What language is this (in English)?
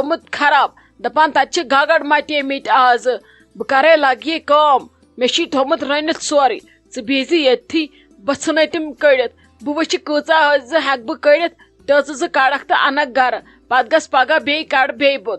Kashmiri